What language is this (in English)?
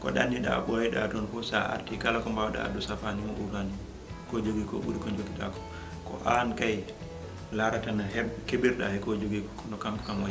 Fula